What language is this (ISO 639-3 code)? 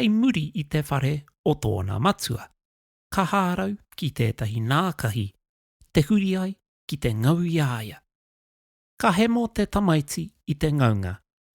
mri